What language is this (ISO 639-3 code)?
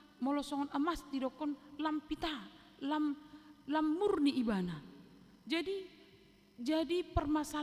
bbc